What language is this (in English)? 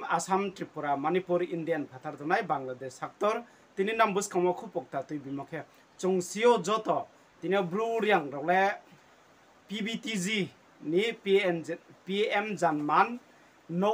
Riang (India)